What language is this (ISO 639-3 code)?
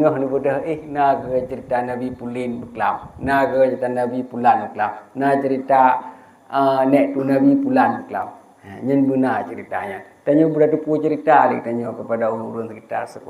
ace